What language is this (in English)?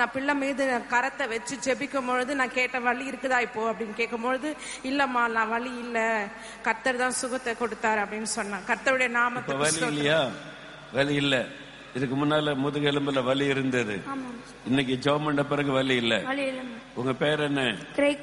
Tamil